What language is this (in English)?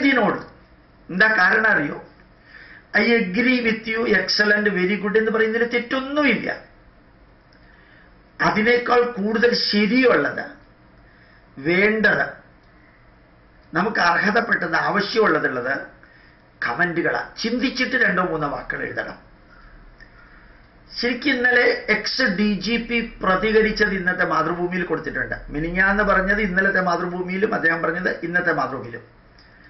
Malayalam